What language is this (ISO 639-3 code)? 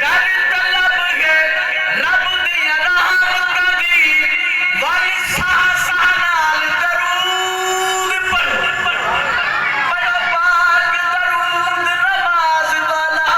skr